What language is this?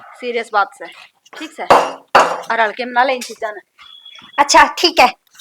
Haryanvi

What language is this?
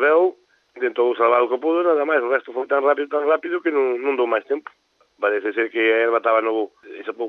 Galician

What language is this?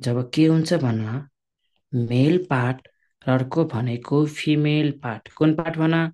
Nepali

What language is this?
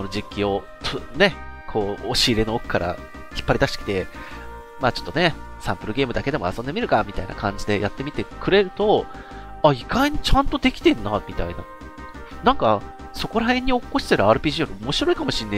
Japanese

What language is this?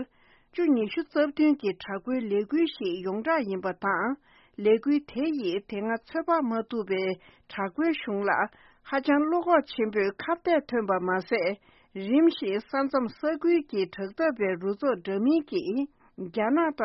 Tibetan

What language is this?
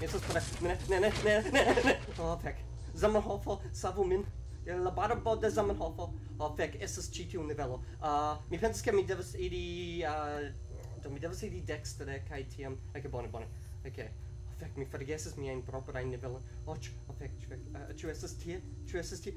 Esperanto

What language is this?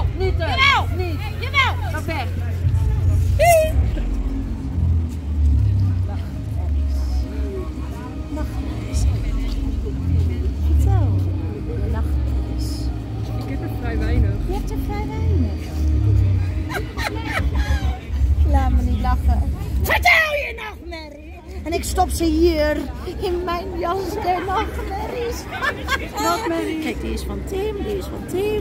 Dutch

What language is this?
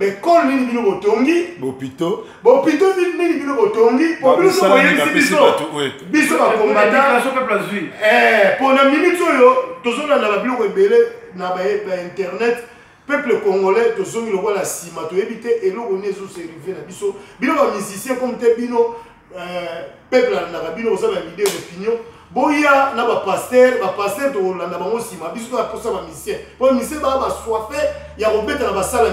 Lingala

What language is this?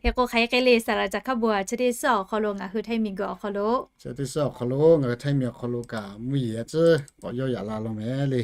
Lahu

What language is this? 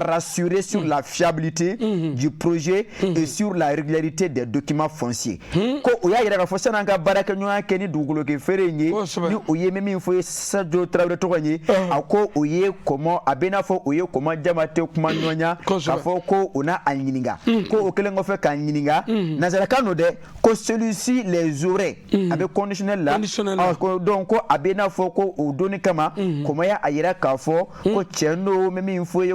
Bambara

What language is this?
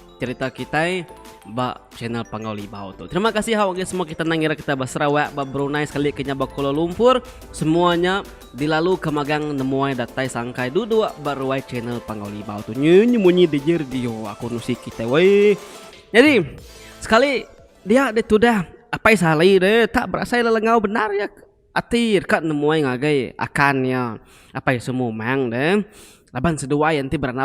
Iban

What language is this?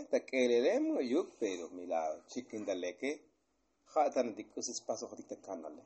Tzotzil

